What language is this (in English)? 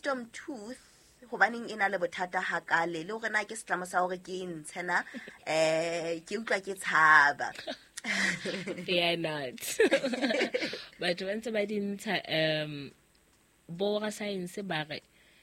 Southern Sotho